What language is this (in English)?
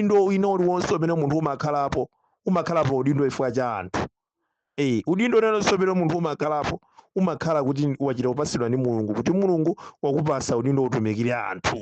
Nyanja